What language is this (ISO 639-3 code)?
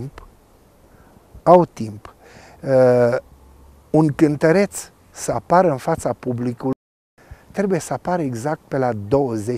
ron